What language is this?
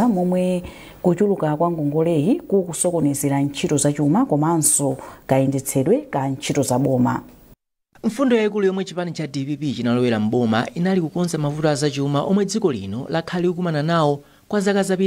Nyanja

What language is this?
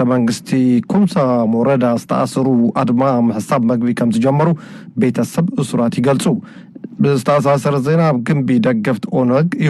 Tigrinya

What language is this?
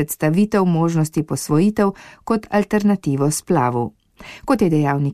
Slovenian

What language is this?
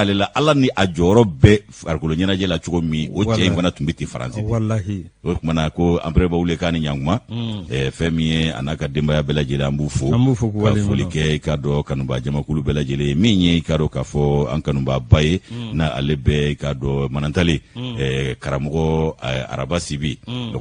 Bambara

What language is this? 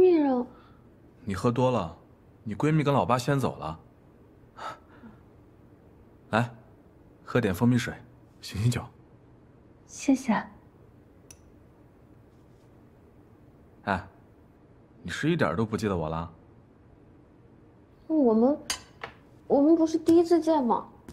Chinese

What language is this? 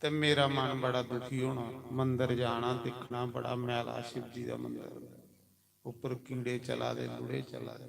Dogri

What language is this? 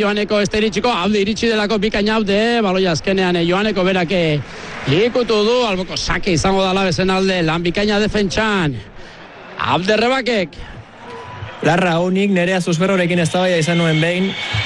Basque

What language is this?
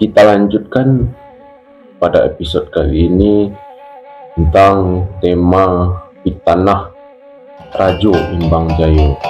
Minangkabau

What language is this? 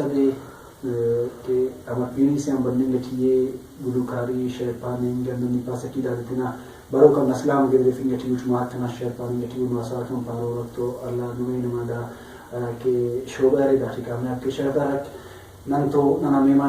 Brahui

